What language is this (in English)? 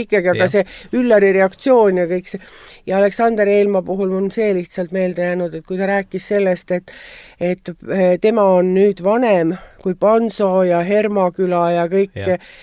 Estonian